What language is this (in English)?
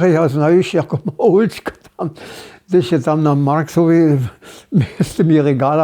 Upper Sorbian